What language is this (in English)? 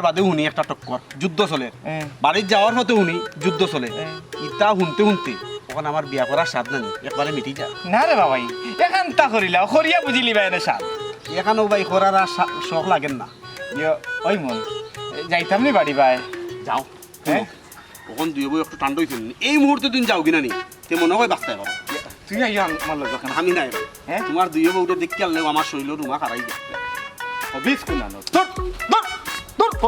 Sylheti